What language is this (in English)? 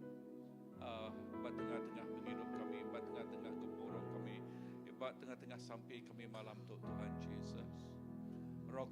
Iban